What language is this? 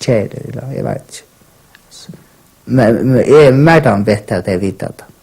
Faroese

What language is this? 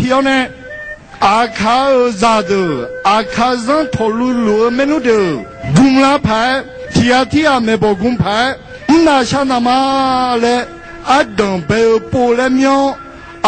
Akha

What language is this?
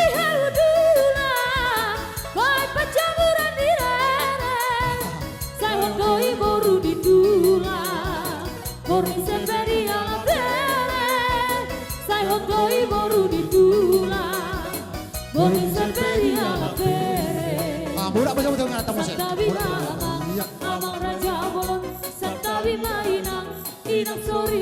Batak Toba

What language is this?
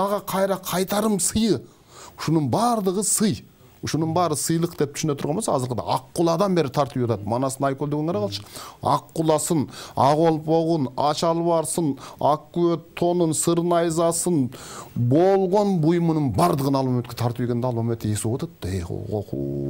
Kyrgyz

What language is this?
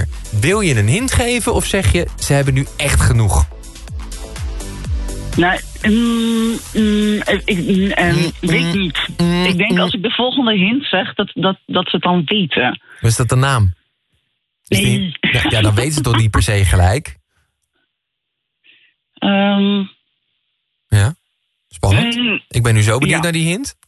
Dutch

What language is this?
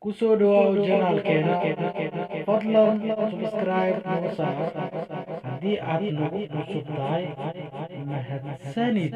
Somali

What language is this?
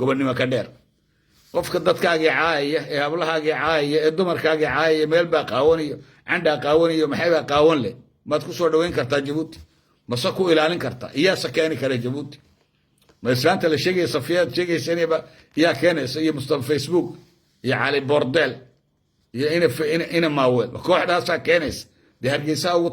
Somali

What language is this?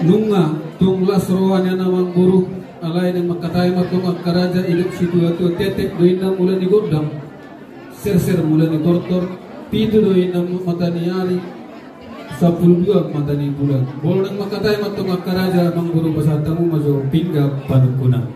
Batak Toba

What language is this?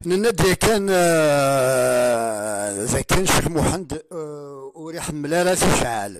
Kabyle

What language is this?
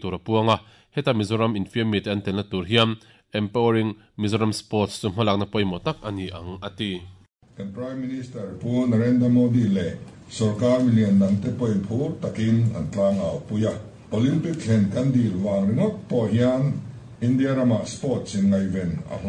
Mizo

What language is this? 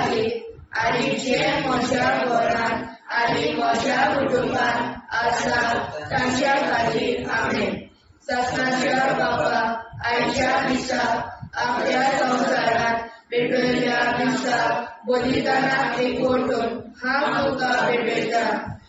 Konkani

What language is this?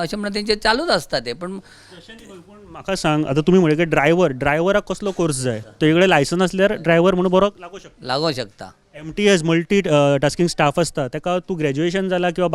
Konkani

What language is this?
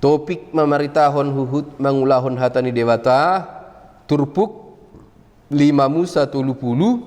Batak Toba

